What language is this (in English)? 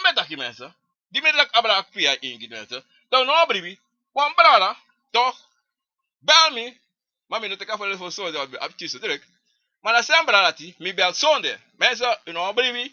Sranan Tongo